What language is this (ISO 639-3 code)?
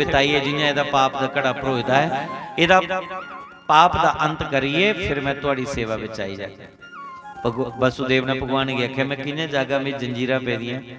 doi